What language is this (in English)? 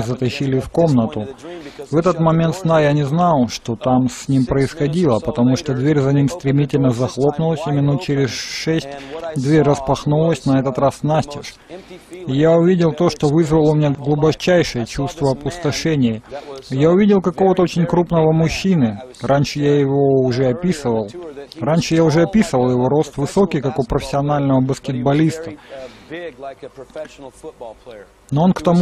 Russian